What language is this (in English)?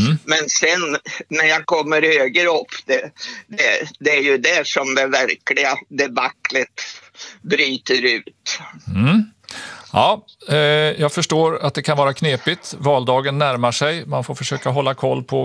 Swedish